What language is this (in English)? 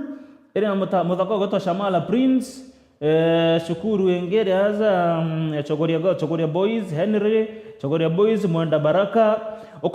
Meru